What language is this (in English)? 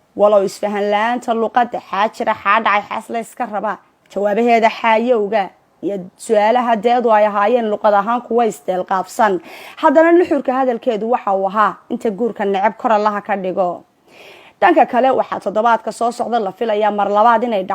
Somali